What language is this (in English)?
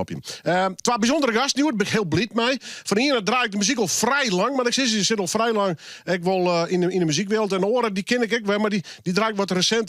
Western Frisian